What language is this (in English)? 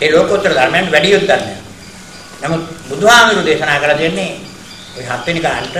Sinhala